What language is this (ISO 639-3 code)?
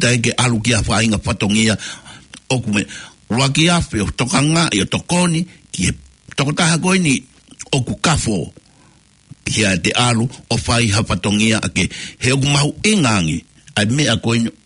ton